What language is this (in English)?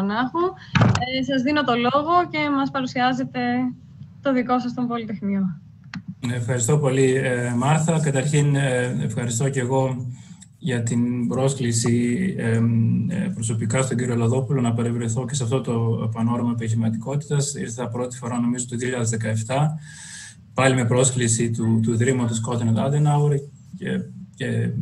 Greek